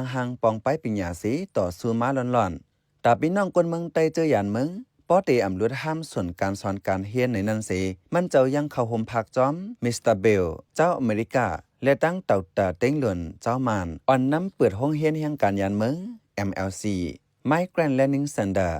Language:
Shan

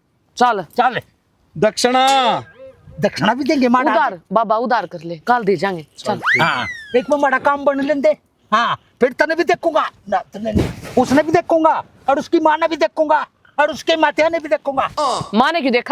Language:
Haryanvi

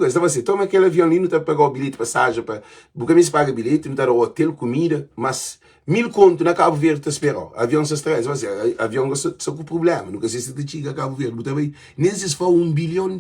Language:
Kabuverdianu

